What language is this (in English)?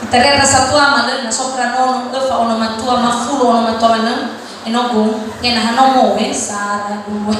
Nias